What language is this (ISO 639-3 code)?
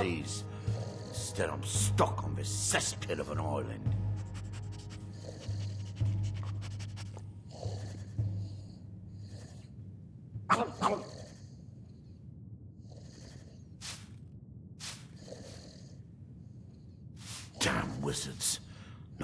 eng